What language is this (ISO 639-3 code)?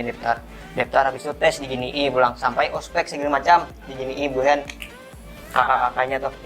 bjn